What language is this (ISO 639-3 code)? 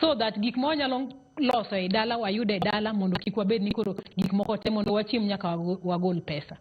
luo